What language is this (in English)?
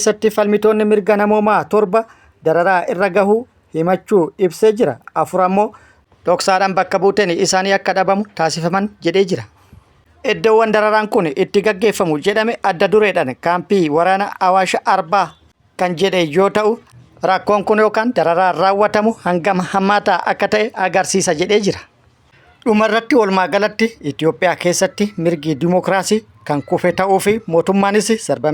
Oromo